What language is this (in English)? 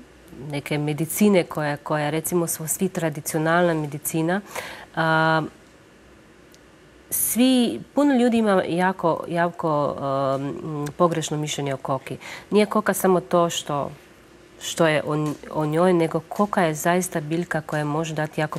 Croatian